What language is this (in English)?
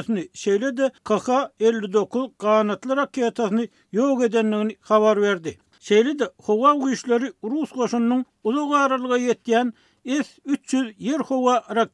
Turkmen